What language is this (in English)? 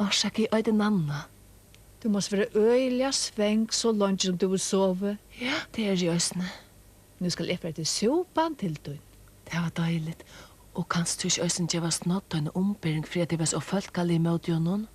Faroese